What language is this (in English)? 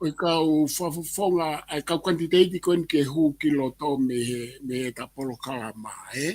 Tongan